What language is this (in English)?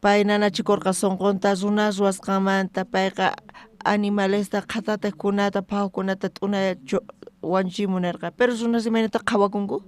South Bolivian Quechua